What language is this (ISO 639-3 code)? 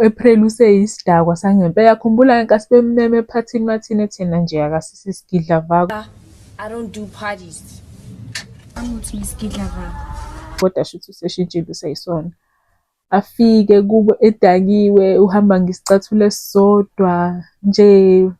zul